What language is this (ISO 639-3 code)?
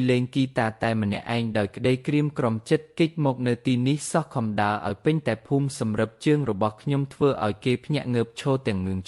khm